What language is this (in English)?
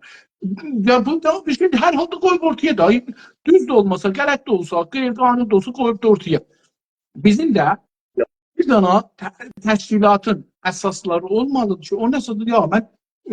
South Azerbaijani